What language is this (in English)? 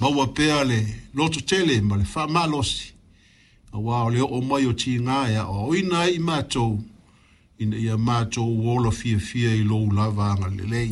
Samoan